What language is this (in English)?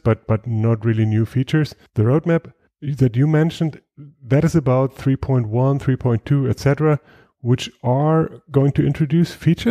English